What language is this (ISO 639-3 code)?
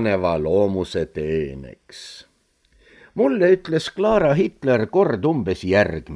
est